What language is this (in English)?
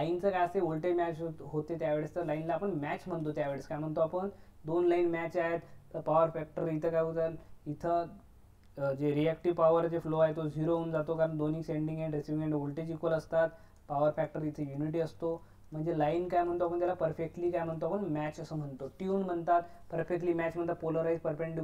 Marathi